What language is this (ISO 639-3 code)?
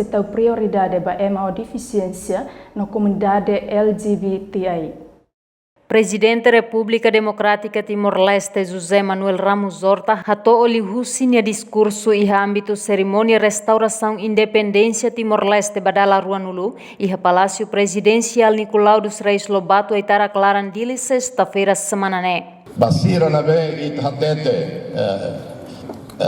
tet